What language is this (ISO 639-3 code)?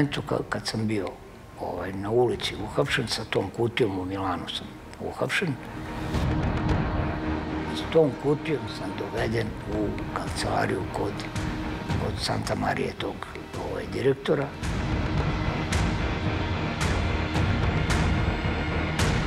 srp